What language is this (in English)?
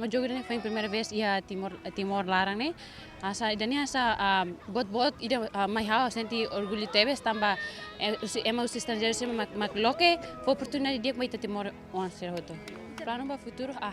Tetum